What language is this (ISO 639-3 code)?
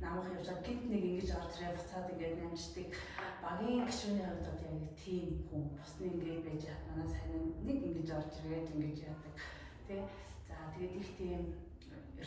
mon